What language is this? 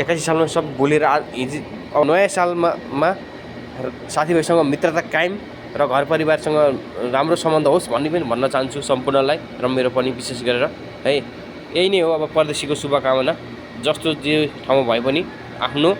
Nepali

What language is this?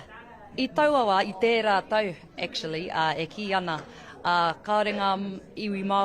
Māori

